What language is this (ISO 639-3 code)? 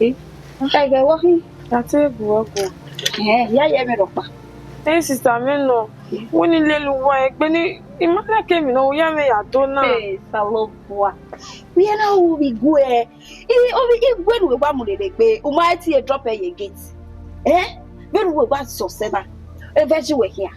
bin